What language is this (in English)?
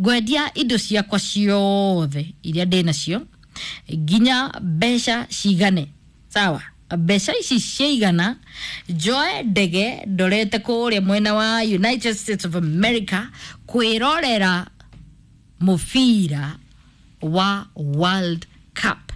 Kikuyu